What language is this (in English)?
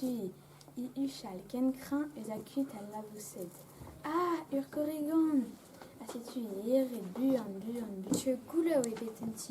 Breton